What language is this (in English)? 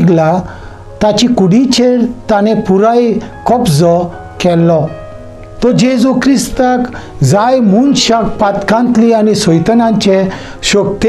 Konkani